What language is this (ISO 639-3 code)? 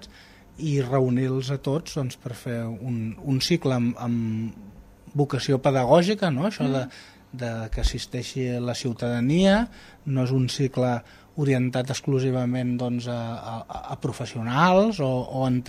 cat